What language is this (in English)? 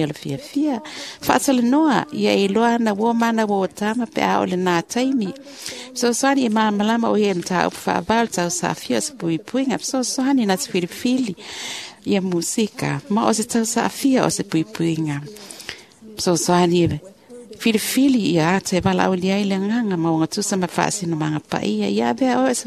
Samoan